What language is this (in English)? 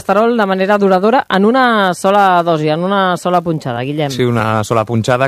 Catalan